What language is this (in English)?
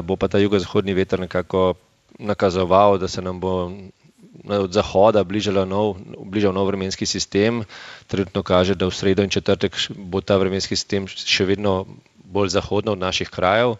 Slovenian